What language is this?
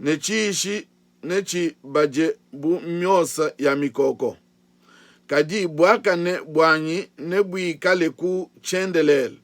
Luba-Lulua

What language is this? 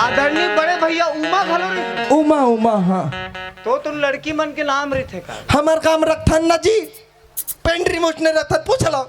Chhattisgarhi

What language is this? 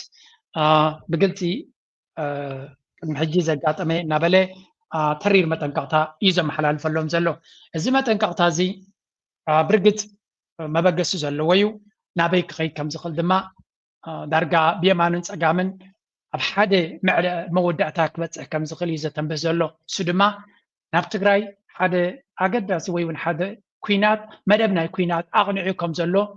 Tigrinya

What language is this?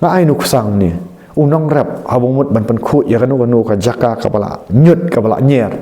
Khasi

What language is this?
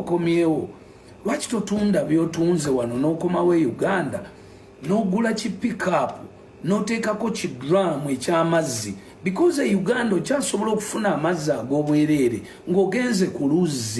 Ganda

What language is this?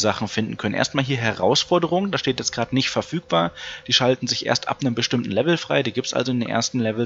German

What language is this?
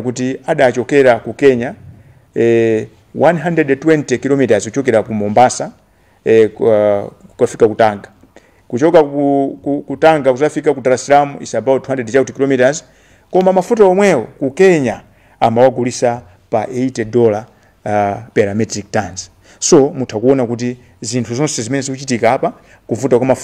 Nyanja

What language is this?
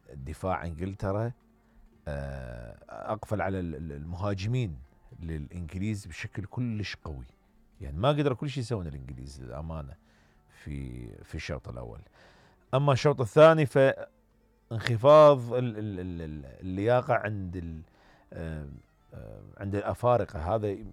Mesopotamian Arabic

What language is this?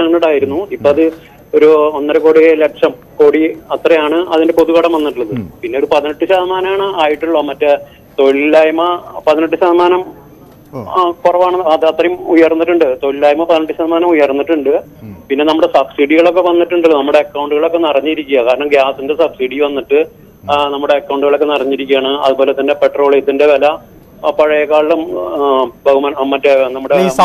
Malayalam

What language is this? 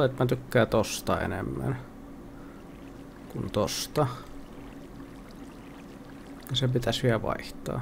Finnish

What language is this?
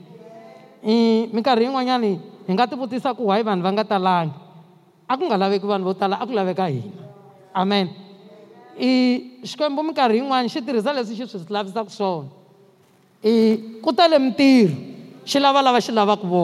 Tsonga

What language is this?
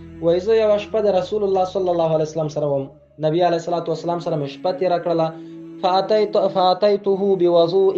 Pashto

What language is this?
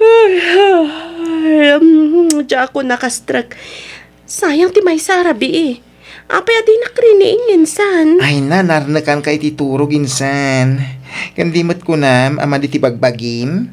Iloko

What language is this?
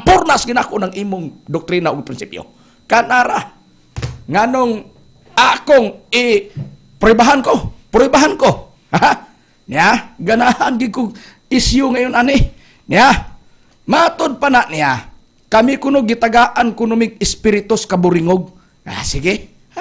Cebuano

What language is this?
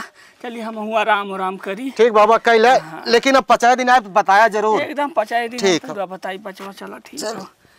Awadhi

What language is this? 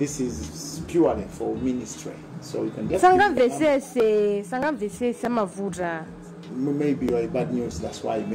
Nyanja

